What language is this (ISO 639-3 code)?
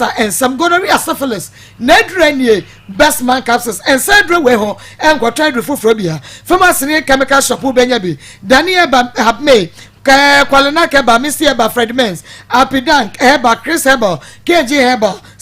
aka